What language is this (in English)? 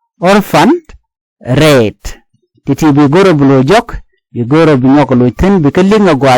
Nuer